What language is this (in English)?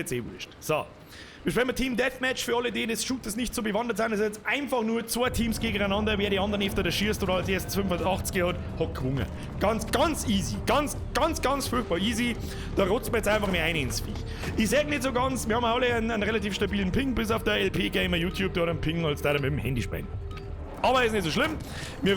Bavarian